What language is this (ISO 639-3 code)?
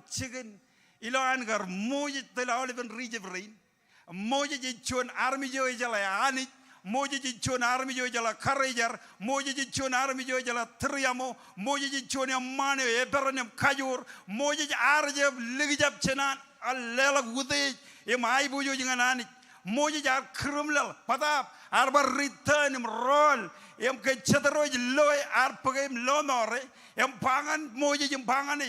mah